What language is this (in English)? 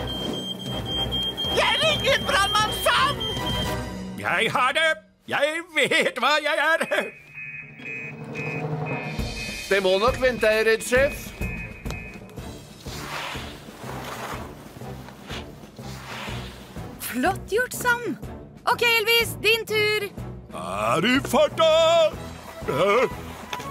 Norwegian